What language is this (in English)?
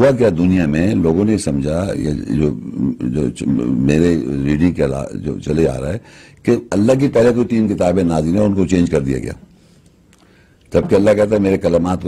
Urdu